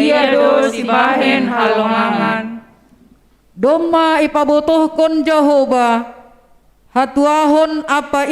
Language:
Batak Simalungun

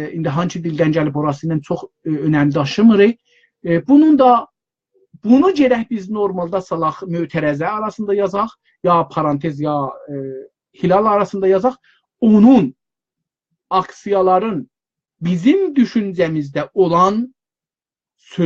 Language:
South Azerbaijani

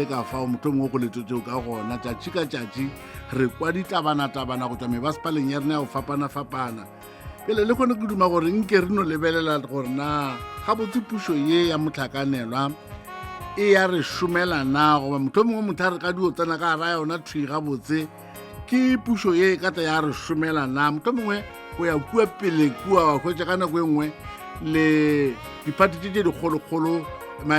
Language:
Northern Sotho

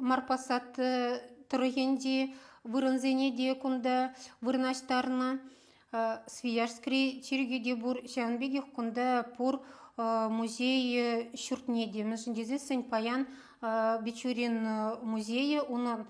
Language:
Chuvash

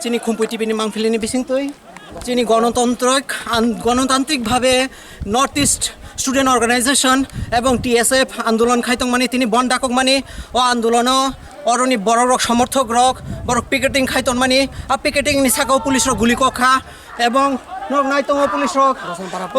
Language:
Kok Borok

